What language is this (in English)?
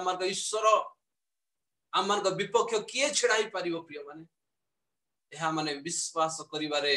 Odia